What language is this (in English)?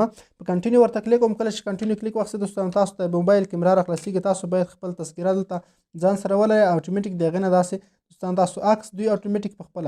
Pashto